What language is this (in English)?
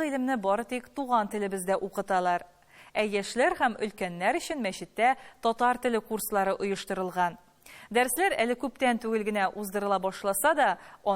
Tatar